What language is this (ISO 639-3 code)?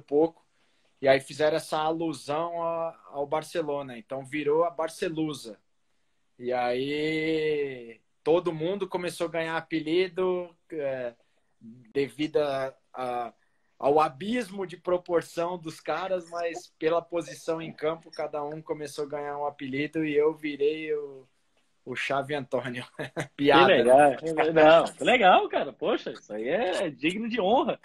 por